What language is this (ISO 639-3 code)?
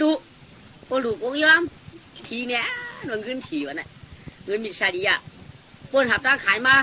shn